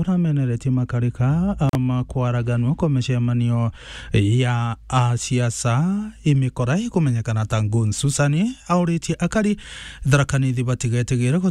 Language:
Meru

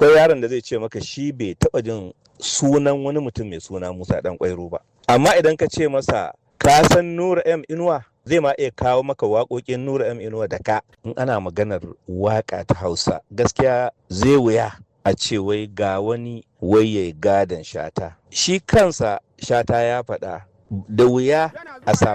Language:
Hausa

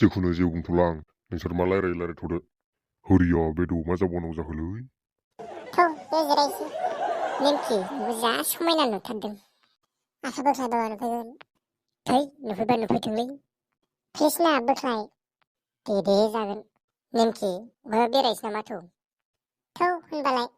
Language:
Bodo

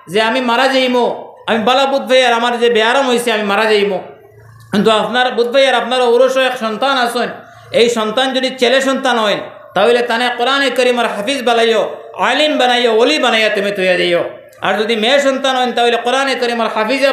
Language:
Sylheti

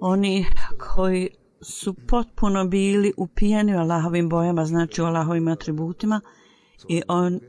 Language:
Bosnian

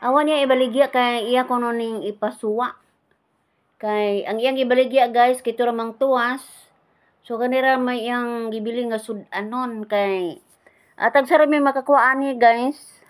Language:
Cebuano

